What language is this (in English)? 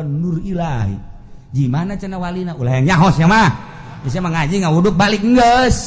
Sundanese